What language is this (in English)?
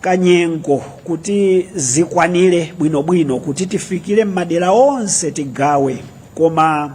Nyanja